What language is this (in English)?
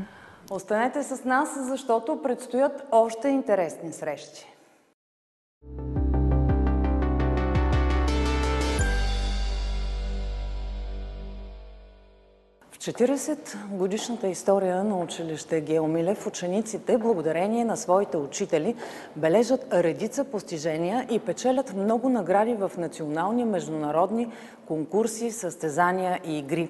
Bulgarian